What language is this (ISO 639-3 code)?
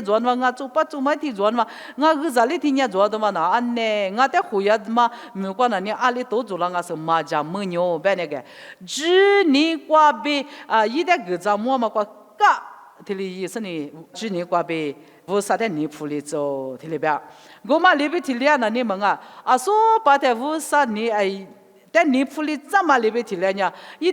lis